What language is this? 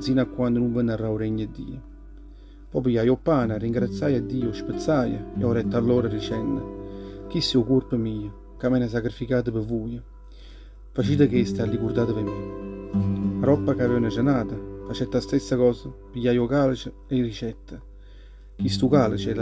Neapolitan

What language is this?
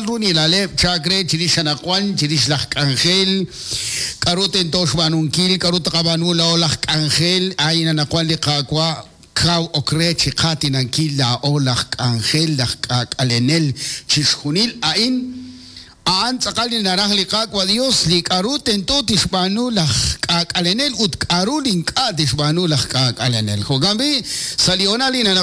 Kekchí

